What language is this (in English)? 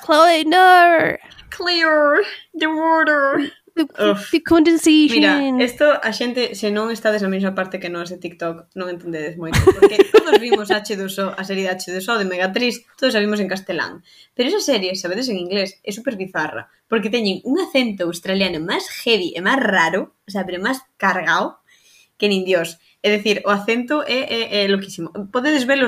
Galician